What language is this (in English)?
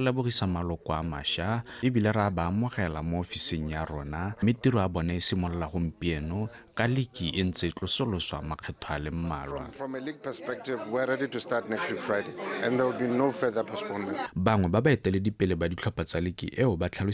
Tswana